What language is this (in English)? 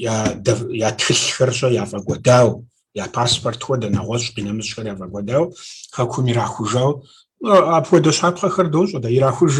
Kabardian